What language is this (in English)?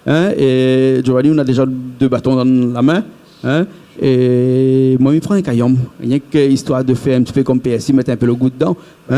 Réunion Creole French